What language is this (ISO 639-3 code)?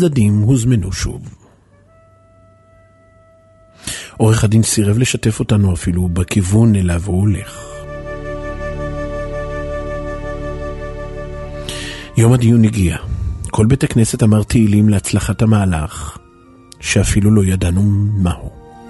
heb